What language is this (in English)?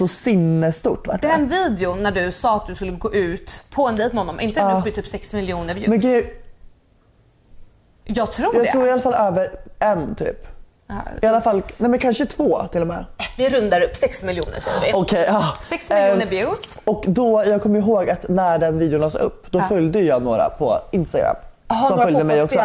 Swedish